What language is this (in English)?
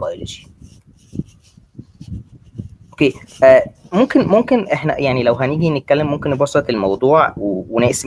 Egyptian Arabic